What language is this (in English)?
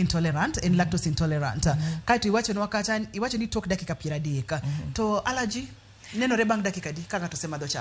Luo (Kenya and Tanzania)